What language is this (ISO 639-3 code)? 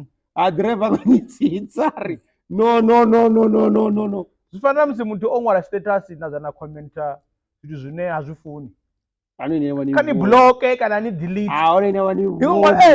ven